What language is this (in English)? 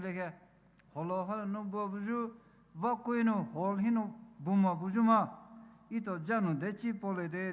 Poumei Naga